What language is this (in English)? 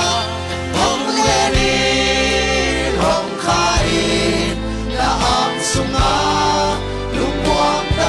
Tedim Chin